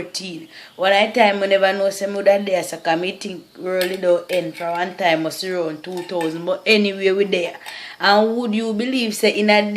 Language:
Jamaican Creole English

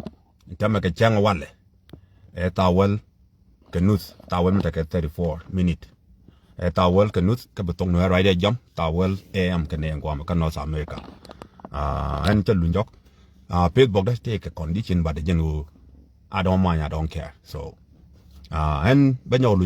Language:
Nuer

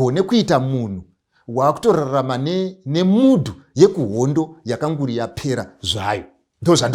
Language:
Shona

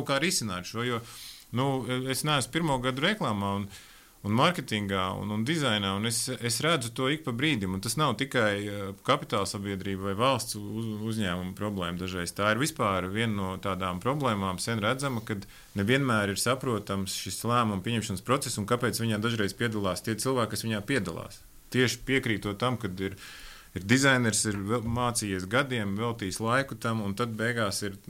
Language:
Latvian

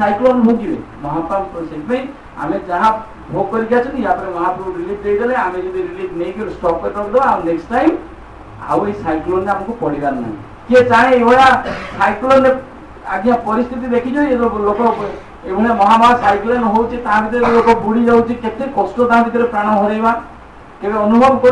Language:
Odia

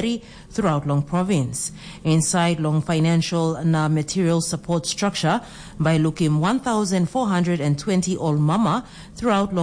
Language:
Tok Pisin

